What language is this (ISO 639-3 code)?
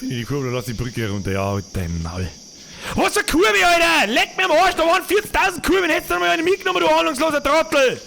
bar